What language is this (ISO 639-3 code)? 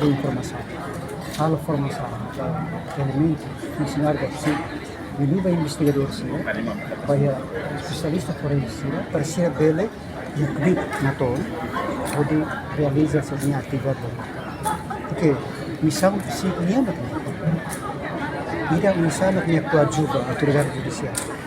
tet